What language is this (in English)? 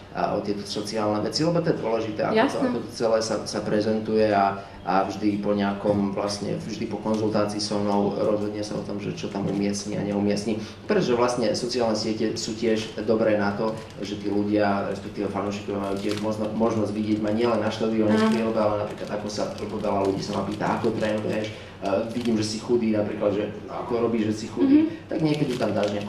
Slovak